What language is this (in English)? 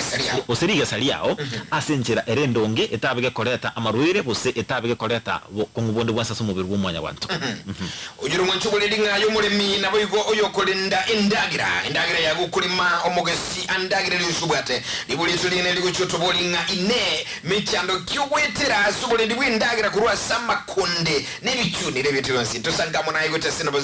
Gusii